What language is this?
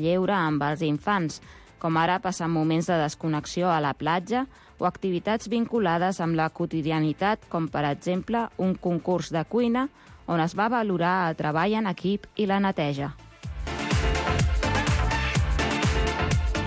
Catalan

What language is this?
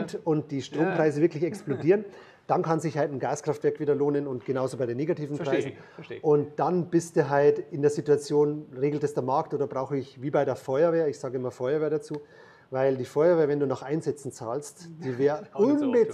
German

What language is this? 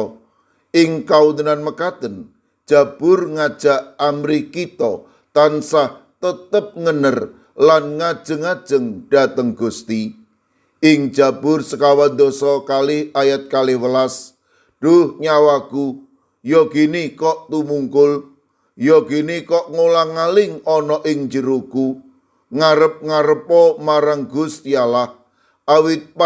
Javanese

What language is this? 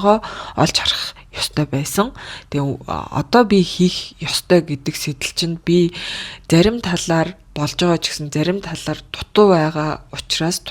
Mongolian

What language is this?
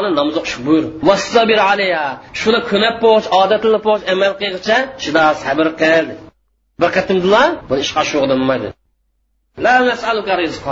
Uyghur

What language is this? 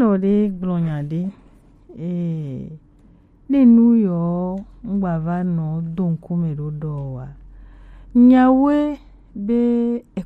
Gen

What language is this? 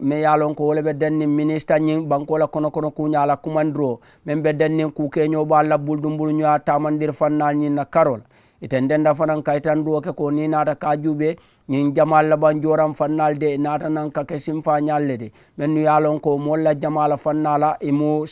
Mandingo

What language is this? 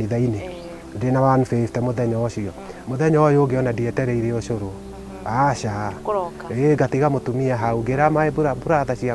Kikuyu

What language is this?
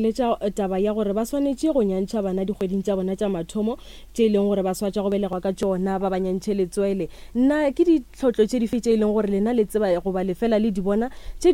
Northern Sotho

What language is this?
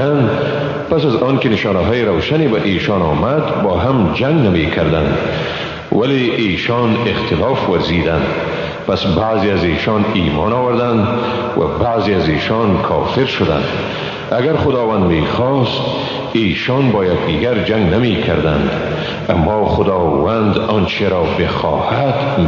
Persian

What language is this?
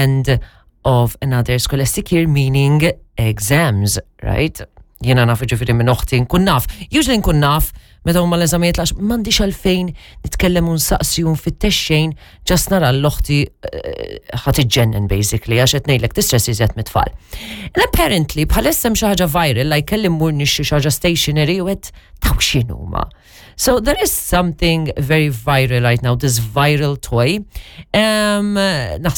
Maltese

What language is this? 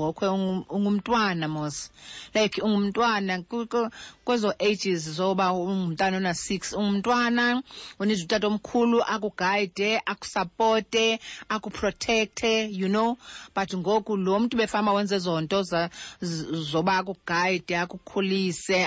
Xhosa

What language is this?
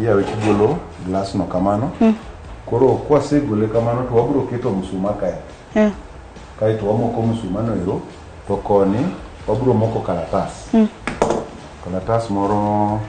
Luo (Kenya and Tanzania)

